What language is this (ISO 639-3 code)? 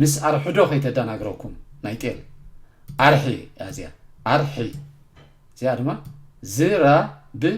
tir